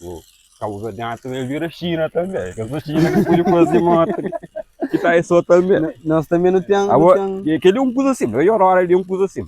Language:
Kabuverdianu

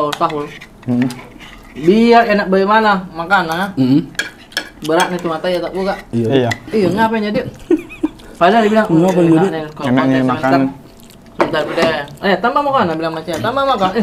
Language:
Makassar Malay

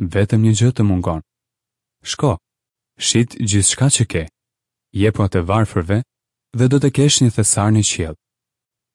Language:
Albanian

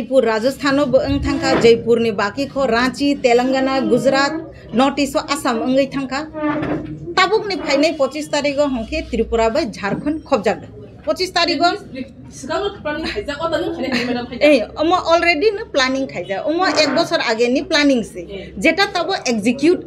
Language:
Kok Borok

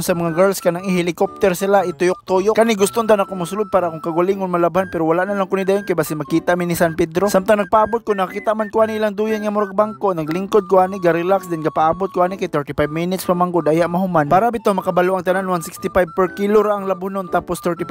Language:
Cebuano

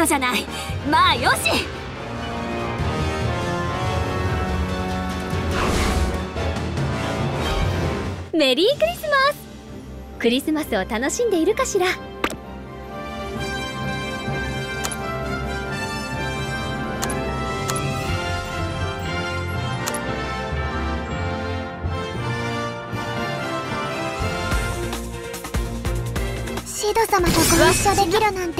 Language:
Japanese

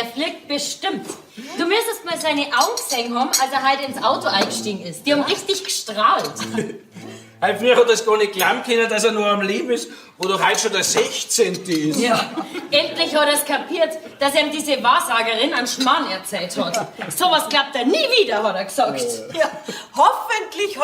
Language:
Bavarian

